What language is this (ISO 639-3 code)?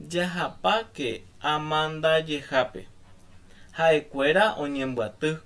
grn